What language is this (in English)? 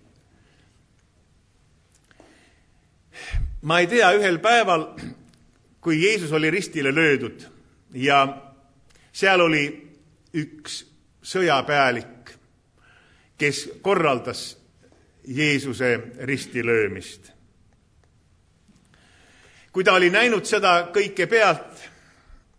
Estonian